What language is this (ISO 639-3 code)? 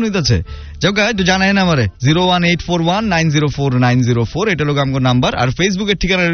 ben